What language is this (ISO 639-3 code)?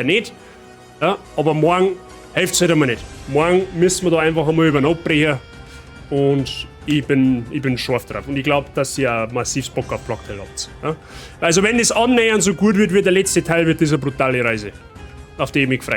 bar